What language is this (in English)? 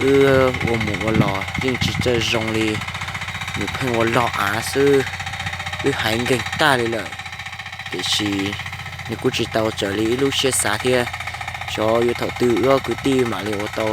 Hmong